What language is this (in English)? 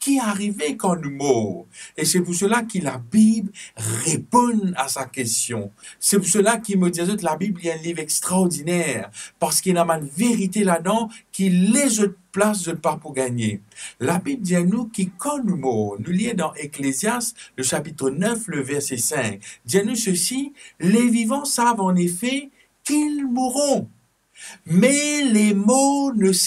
Morisyen